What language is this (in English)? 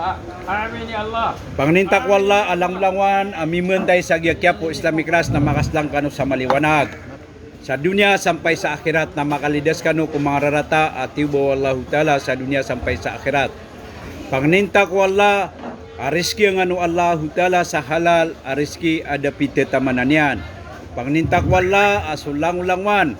Maranao